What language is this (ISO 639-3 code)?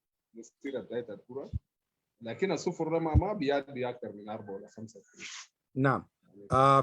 apd